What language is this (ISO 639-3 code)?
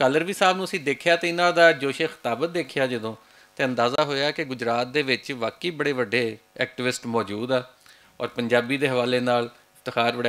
lah